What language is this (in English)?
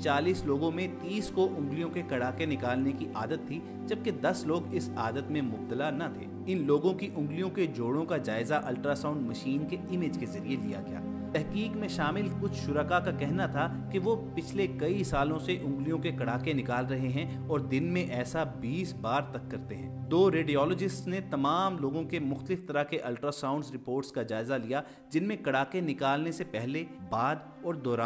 Urdu